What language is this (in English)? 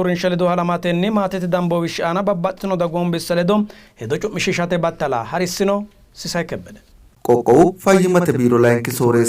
Sidamo